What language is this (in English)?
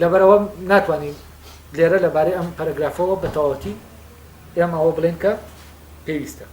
Central Kurdish